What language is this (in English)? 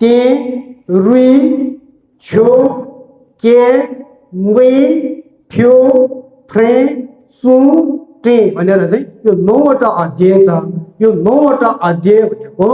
Nepali